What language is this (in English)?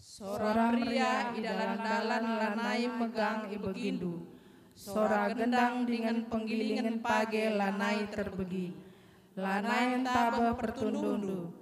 Batak Karo